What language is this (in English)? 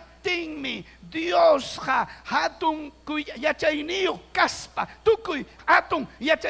Ayacucho Quechua